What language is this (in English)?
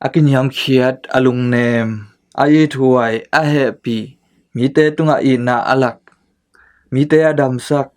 Tedim Chin